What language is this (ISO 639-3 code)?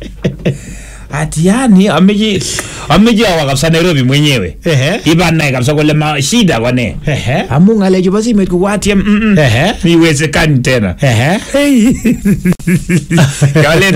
swa